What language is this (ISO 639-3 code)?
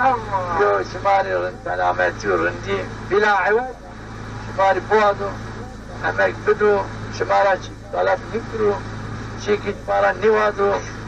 zza